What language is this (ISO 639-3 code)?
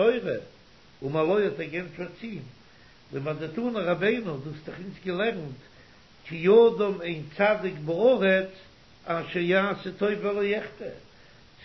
yid